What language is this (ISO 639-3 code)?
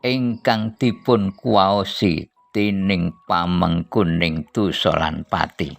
jav